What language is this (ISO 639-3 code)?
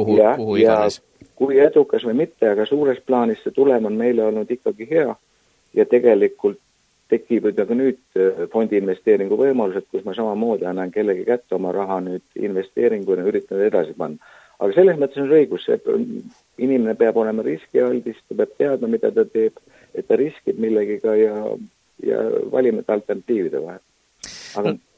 est